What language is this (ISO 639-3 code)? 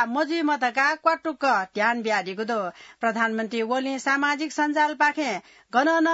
new